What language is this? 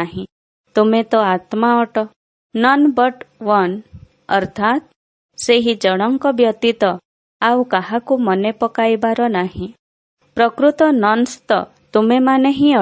Odia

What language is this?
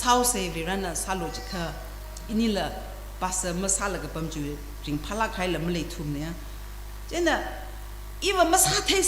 Tangkhul Naga (India)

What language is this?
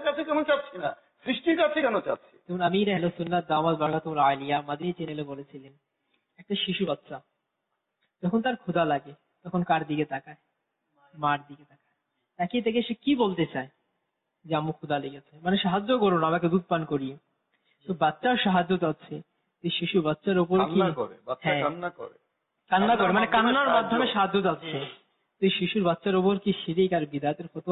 Bangla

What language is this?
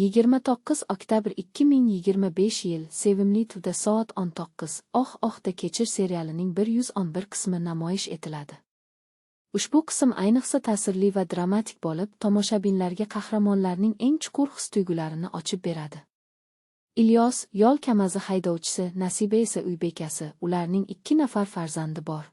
Uzbek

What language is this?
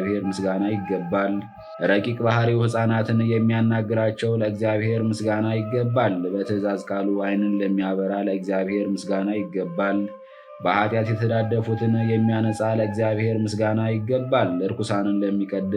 Amharic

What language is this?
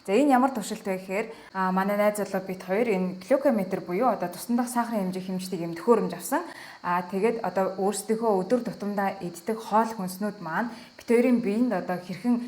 Mongolian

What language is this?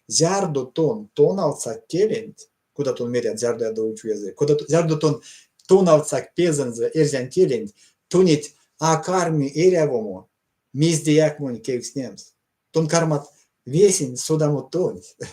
Erzya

